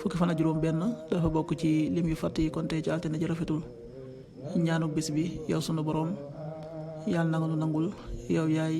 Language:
Wolof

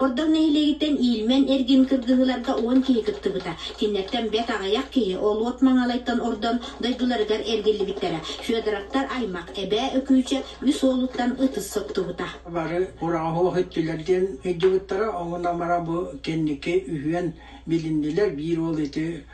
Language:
Yakut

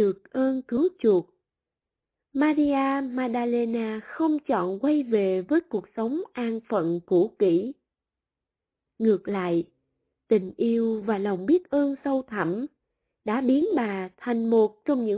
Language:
Vietnamese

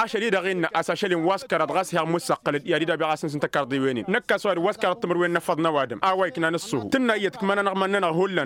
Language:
Tamasheq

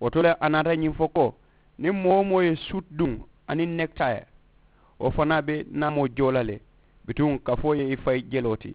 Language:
Mandingo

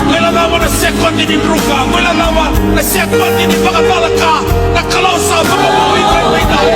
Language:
Fijian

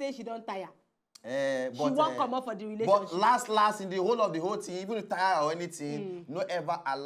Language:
Nigerian Pidgin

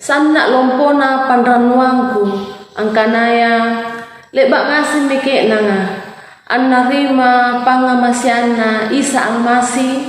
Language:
Makasar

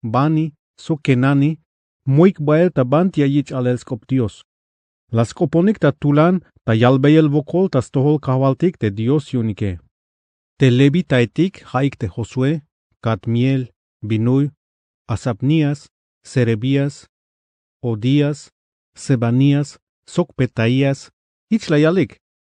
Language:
Tzeltal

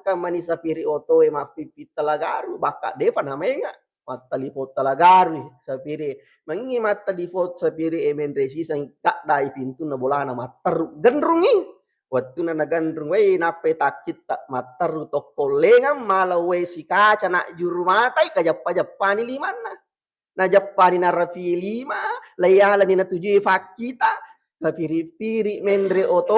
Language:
Buginese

